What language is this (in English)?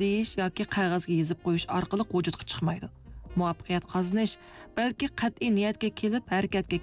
Uyghur